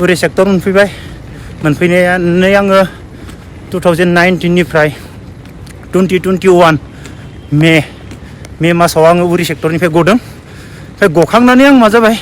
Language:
Bodo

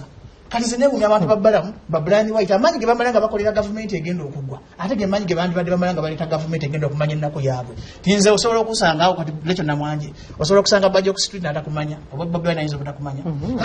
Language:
Ganda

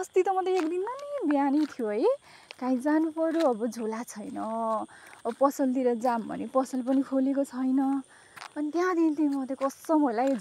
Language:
Nepali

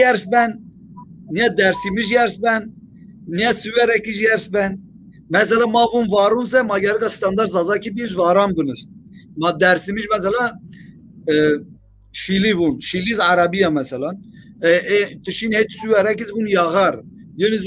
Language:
Zaza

